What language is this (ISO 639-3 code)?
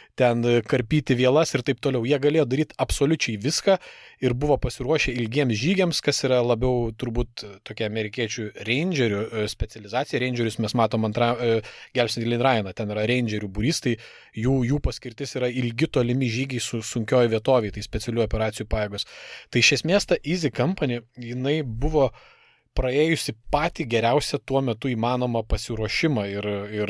lit